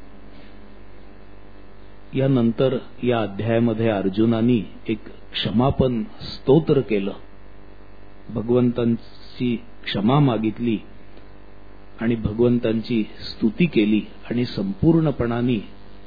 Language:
Marathi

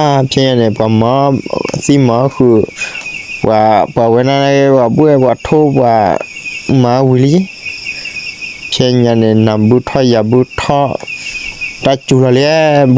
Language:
S'gaw Karen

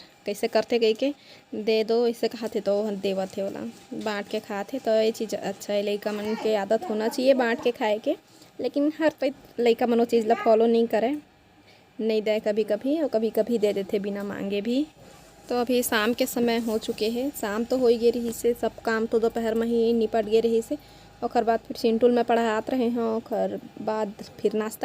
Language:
Chhattisgarhi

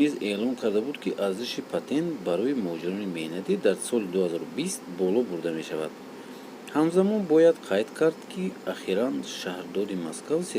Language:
Tajik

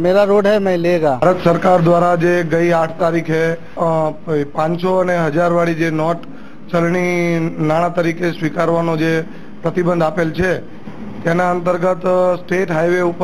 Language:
Gujarati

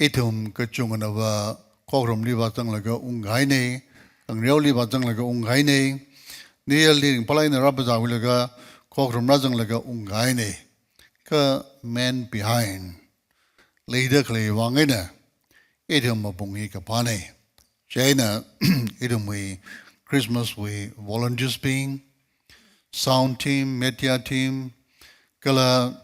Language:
Tangkhul Naga (India)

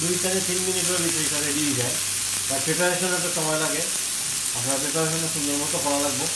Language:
Sylheti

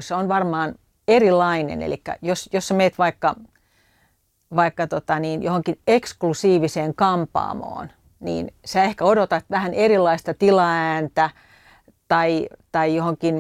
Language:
Finnish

